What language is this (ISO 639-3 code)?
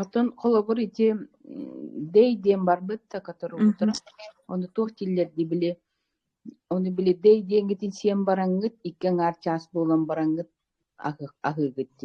sah